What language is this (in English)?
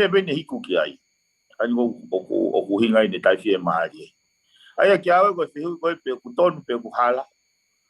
Tongan